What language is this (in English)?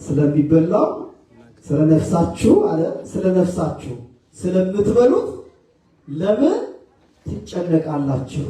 Amharic